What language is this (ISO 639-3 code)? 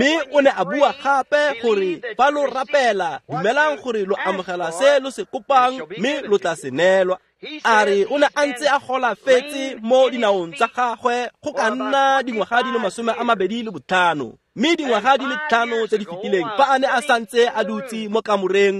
tsn